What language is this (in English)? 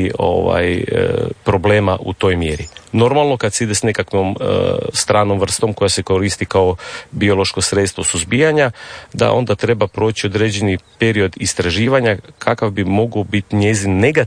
Croatian